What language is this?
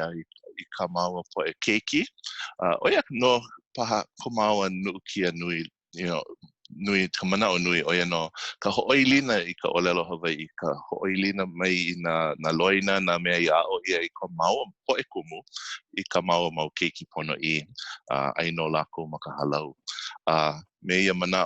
Hawaiian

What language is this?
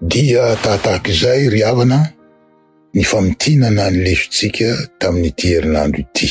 Malagasy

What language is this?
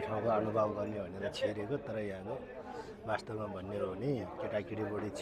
Nepali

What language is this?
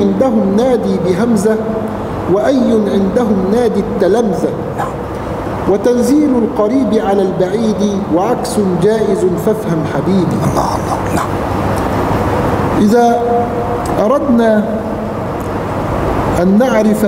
Arabic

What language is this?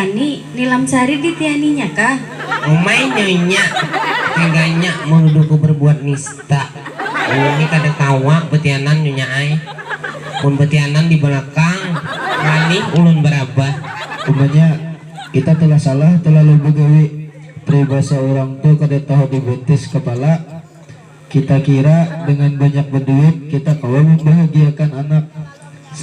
Banjar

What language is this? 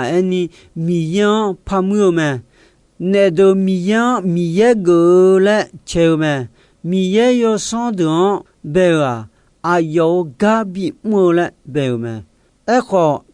Akha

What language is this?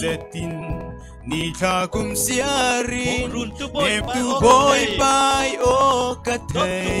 Falam Chin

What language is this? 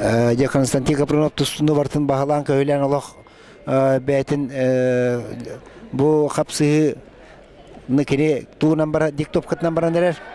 Yakut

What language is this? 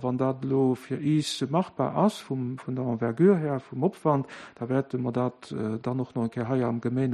Luxembourgish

